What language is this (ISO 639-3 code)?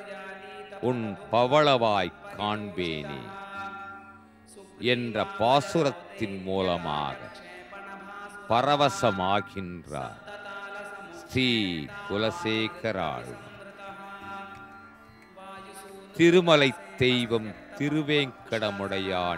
tam